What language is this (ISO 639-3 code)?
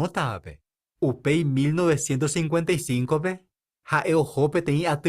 grn